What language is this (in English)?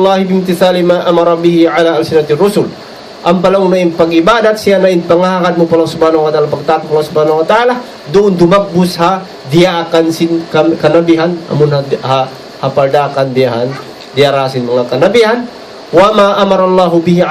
Tausug